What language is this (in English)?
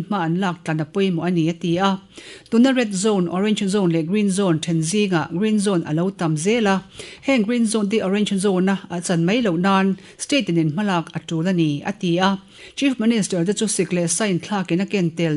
Mizo